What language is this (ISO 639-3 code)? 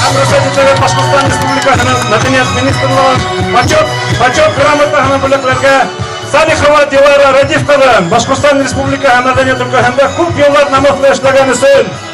bak